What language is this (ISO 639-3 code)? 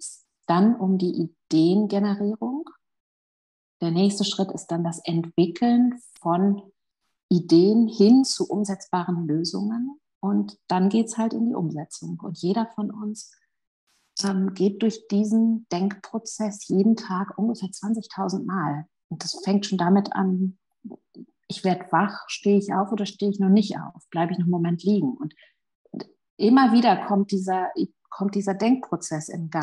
deu